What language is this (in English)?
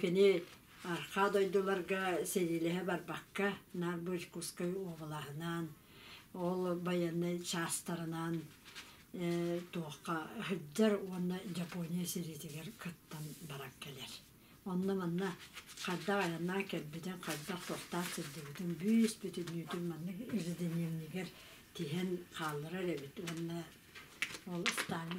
Yakut